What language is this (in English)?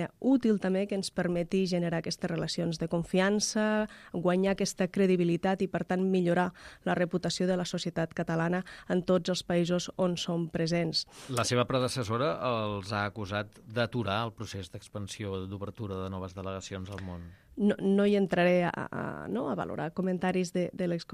Catalan